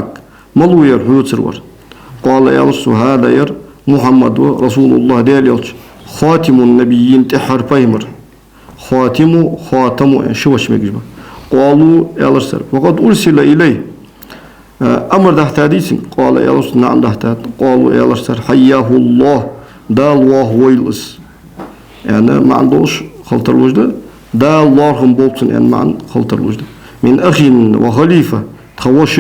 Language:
Ingush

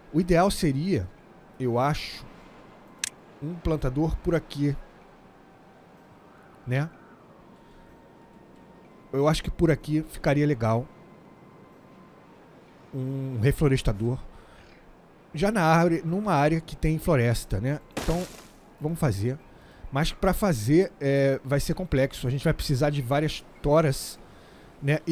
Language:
Portuguese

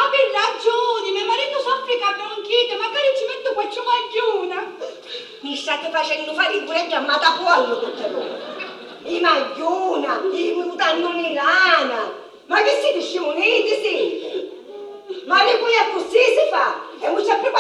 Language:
Sicilian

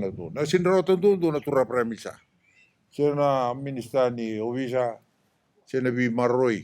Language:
Fijian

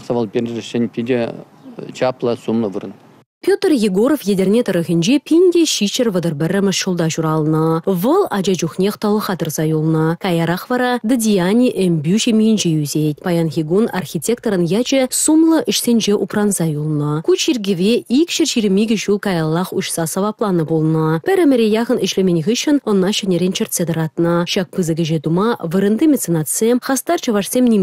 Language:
Chuvash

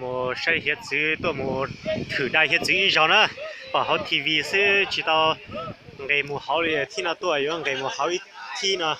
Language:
Hmong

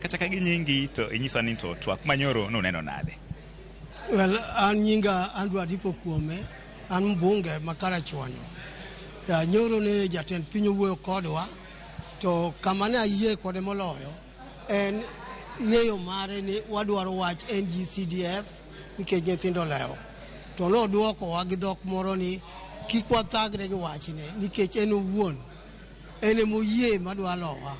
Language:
Luo (Kenya and Tanzania)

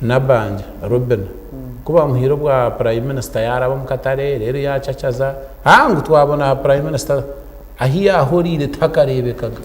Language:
Nyankole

